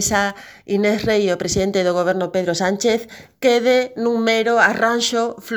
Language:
Galician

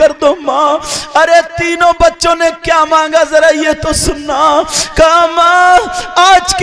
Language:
Urdu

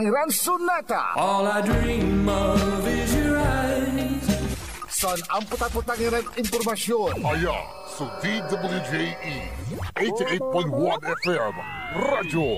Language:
Pangasinan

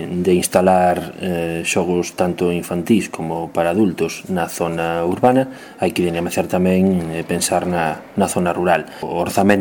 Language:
Galician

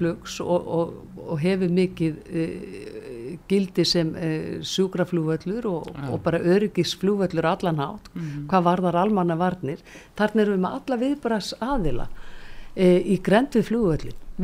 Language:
Icelandic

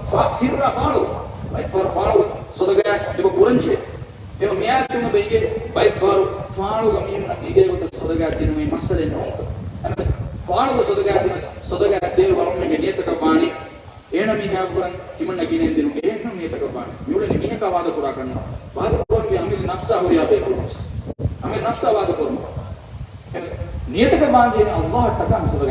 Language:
Divehi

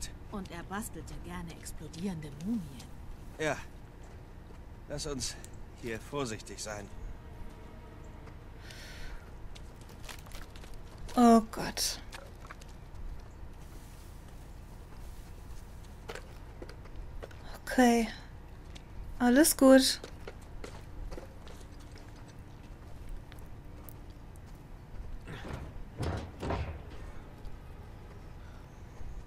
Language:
German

